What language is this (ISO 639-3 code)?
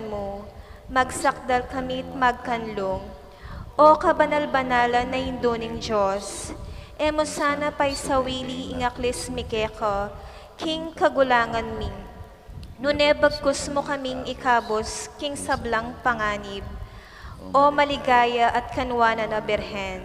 pam